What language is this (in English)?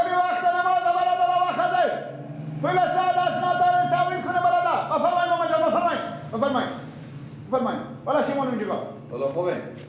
Persian